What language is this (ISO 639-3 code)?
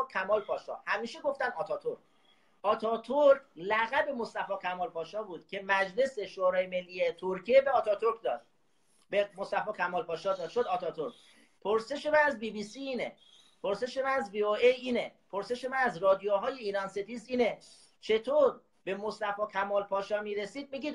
fas